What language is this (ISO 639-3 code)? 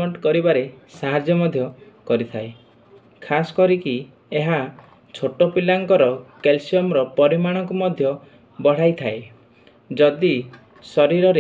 ori